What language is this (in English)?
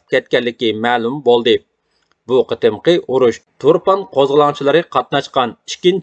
Uyghur